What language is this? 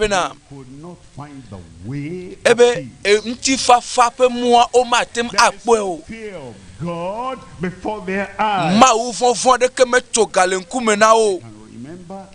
Ewe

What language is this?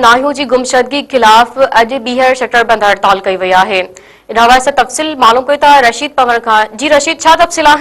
Sindhi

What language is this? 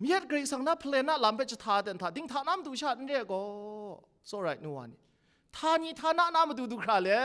Kachin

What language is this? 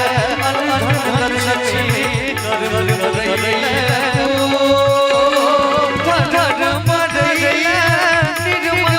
Maithili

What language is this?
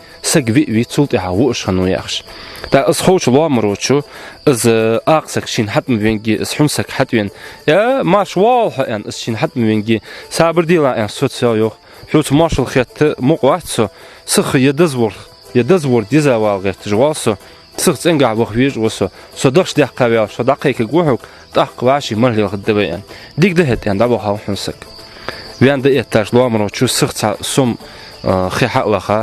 Ingush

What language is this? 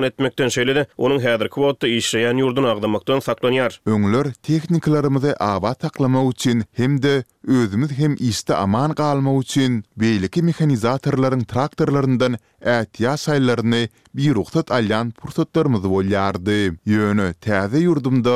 Turkmen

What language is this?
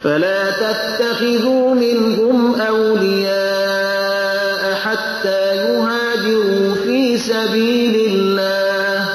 Persian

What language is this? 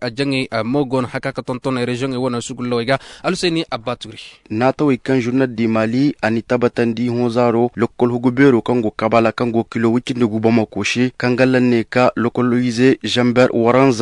Zarma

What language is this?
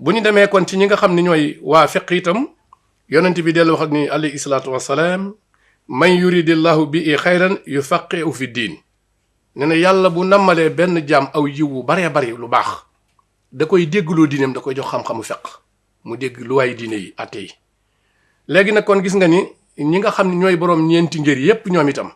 Wolof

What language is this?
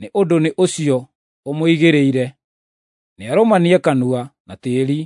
Kikuyu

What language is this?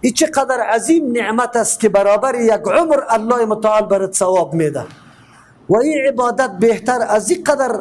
Persian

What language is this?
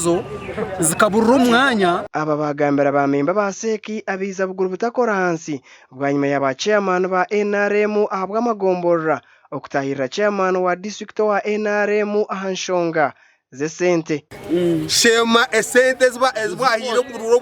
Nyankole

